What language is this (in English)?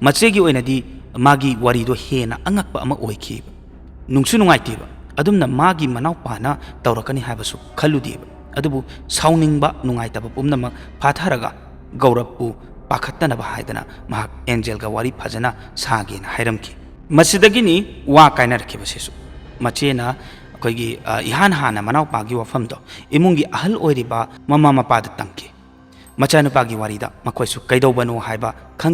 Manipuri